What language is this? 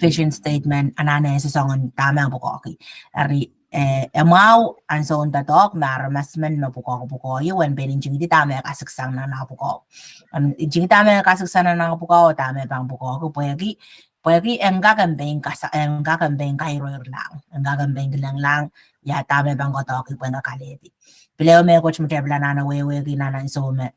Pohnpeian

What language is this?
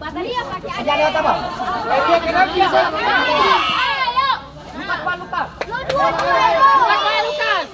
Ambonese Malay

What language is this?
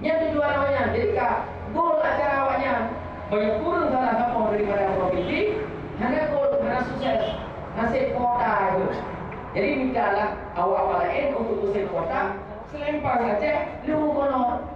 Achinese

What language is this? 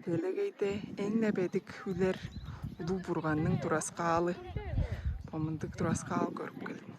Tuvinian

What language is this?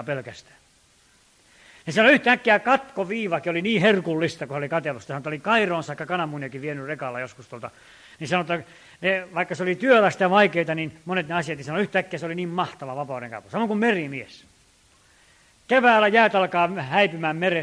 Finnish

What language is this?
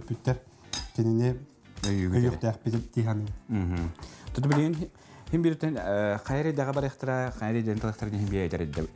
Yakut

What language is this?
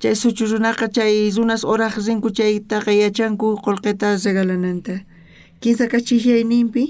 South Bolivian Quechua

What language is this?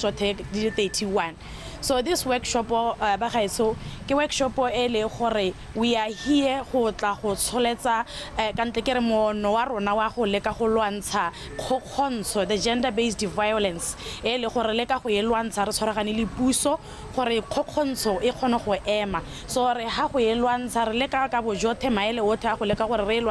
Tswana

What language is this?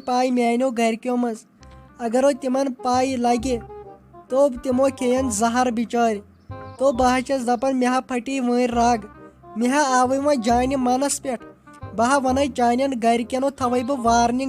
Kashmiri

